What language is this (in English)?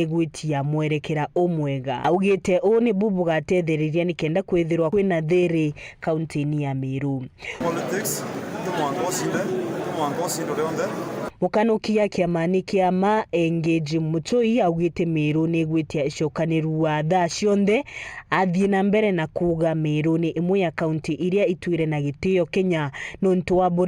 Meru